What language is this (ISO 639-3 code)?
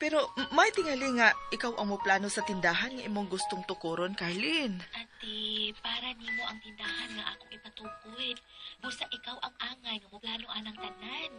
ceb